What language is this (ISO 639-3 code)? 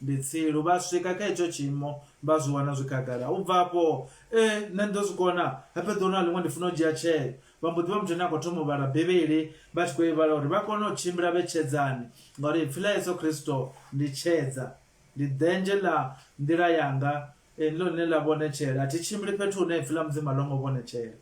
ven